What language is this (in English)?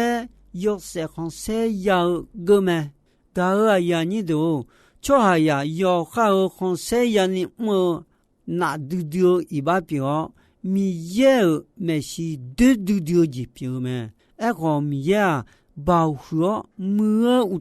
Akha